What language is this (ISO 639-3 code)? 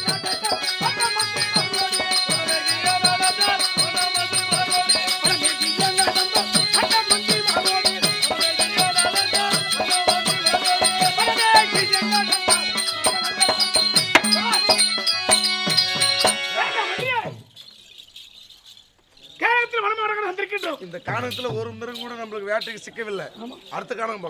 tam